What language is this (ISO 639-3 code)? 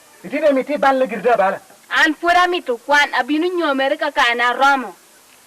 laj